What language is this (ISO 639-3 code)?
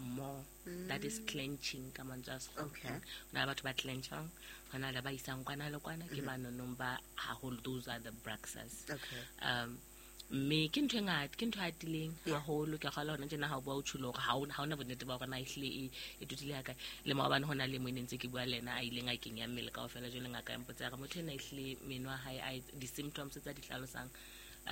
sot